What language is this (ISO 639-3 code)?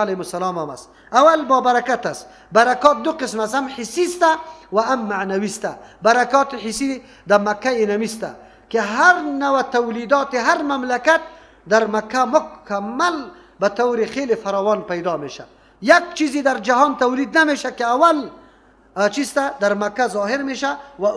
fas